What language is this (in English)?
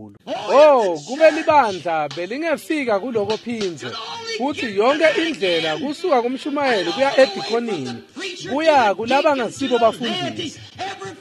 Swati